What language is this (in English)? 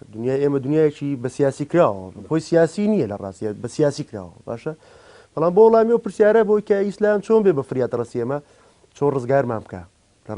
Central Kurdish